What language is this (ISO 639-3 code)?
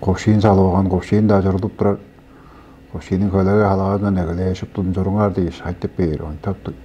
tyv